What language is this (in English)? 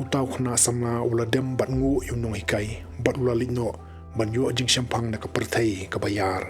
Khasi